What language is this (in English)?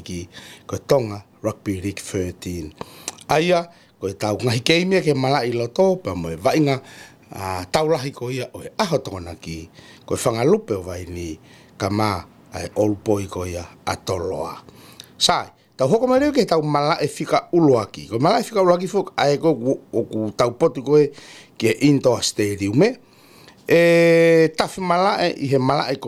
Tongan